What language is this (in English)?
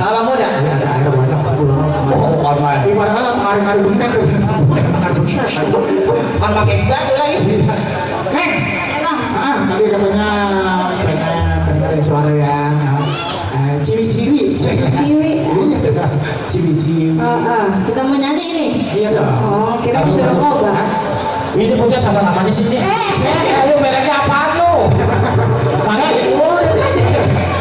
Betawi